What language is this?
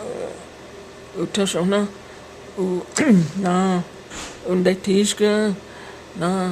Cherokee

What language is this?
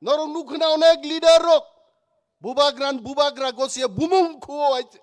Kok Borok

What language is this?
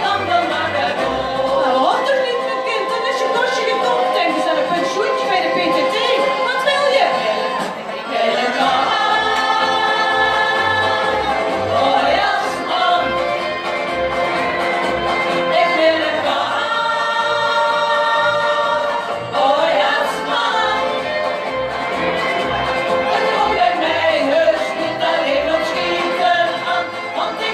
Dutch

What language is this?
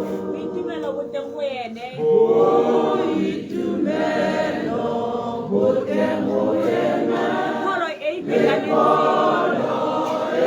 Tswana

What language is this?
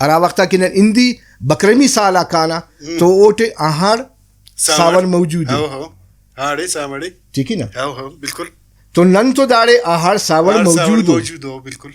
Brahui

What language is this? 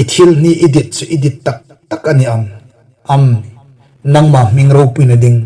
Hmar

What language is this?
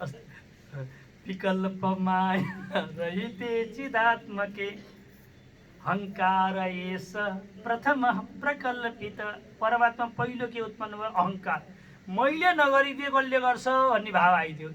Nepali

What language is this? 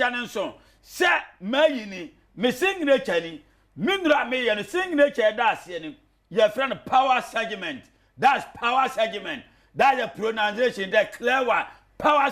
Akan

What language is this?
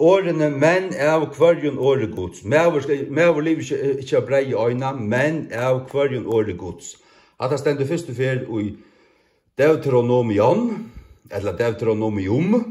Faroese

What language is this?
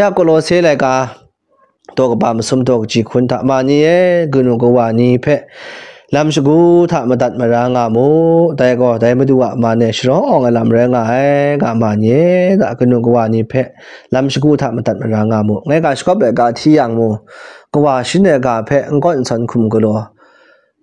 Kachin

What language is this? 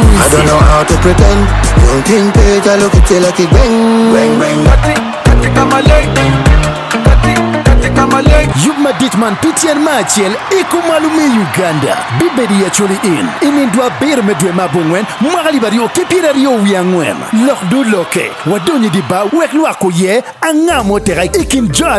Acoli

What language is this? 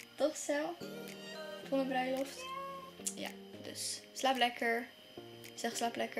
Dutch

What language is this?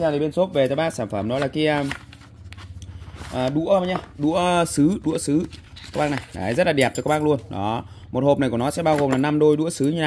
Vietnamese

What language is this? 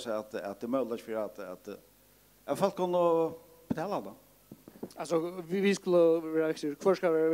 Faroese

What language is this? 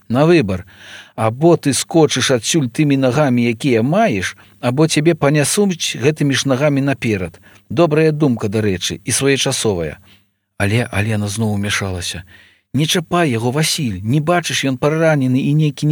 Belarusian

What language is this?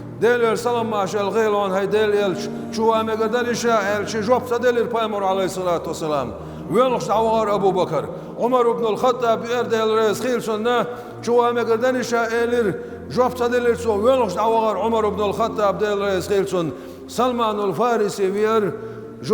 Chechen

